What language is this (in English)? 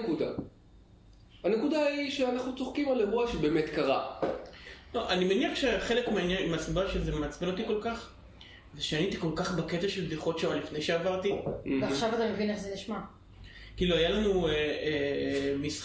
Hebrew